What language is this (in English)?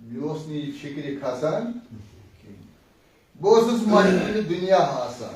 Kashmiri